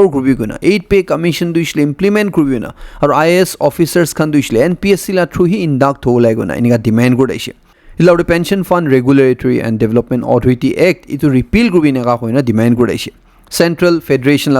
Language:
Naga Pidgin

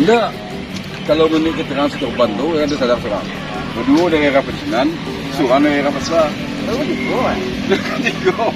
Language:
Minangkabau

